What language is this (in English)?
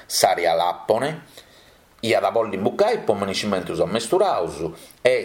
Sardinian